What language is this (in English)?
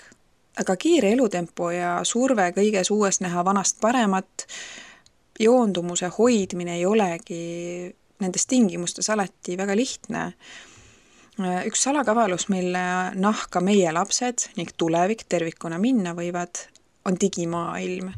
Estonian